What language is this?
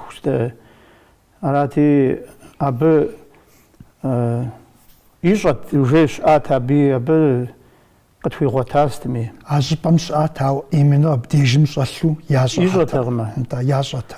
Kabardian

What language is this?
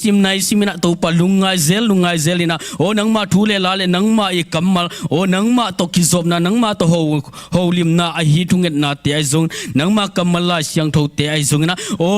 Tedim Chin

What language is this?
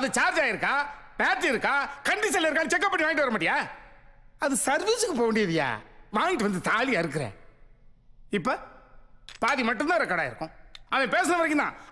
Tamil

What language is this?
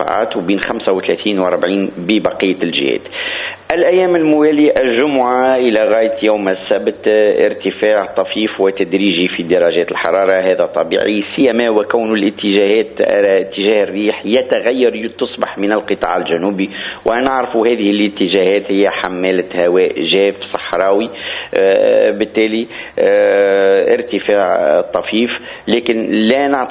Tunisian Arabic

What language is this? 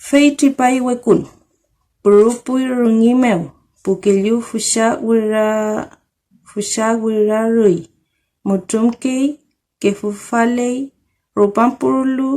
Mapuche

